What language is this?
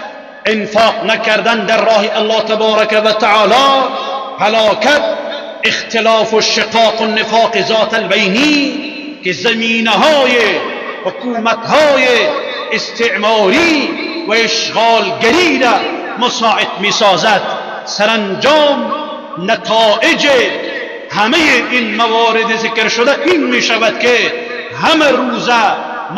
Persian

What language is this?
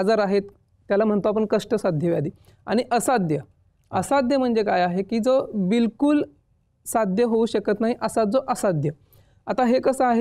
Marathi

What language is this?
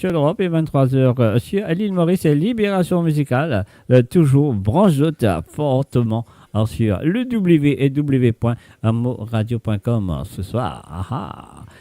Morisyen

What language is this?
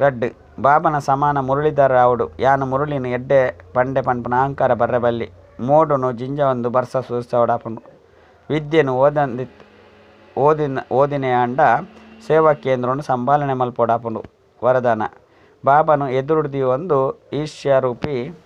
Tulu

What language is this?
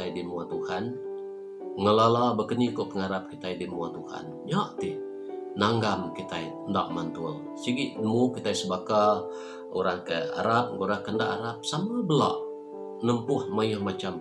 Iban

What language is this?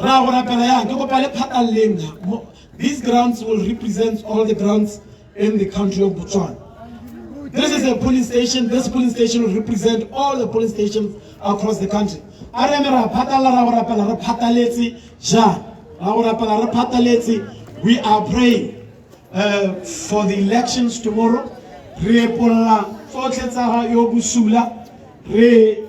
Tswana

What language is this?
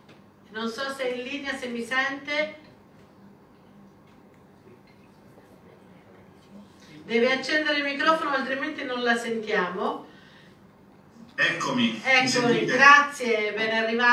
Italian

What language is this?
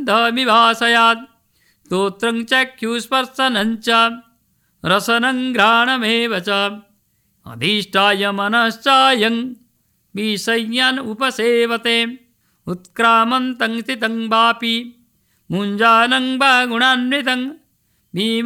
Sanskrit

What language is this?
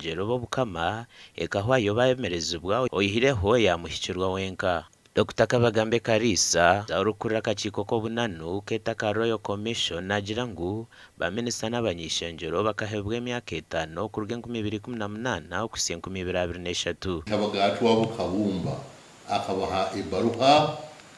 Nyankole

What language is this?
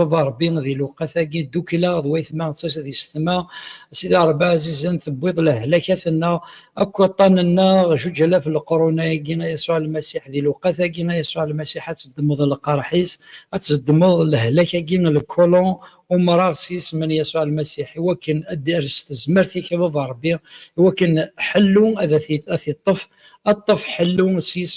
Kabyle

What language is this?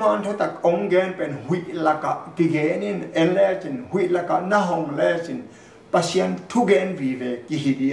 Tedim Chin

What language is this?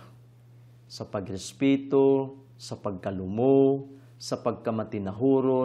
Cebuano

